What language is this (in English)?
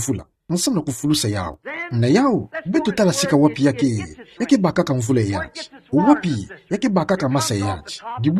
Kituba (Democratic Republic of Congo)